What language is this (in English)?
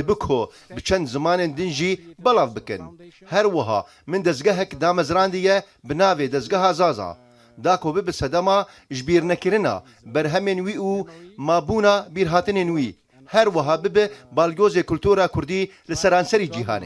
Kurdish